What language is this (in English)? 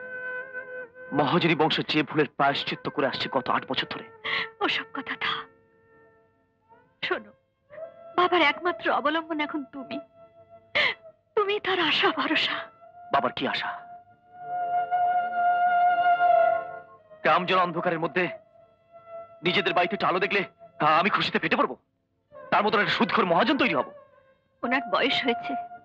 Bangla